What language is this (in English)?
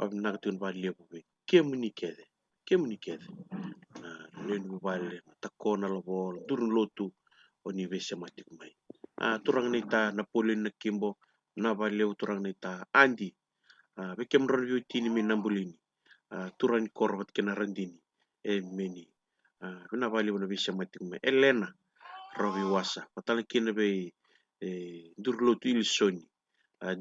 Fijian